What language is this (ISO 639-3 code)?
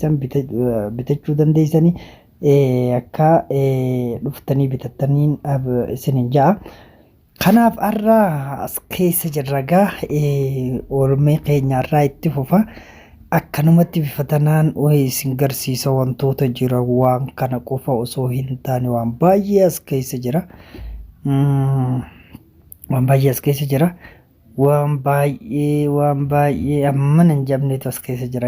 orm